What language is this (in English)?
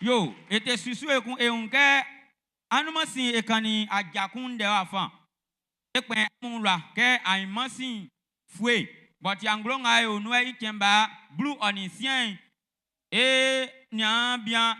Baoulé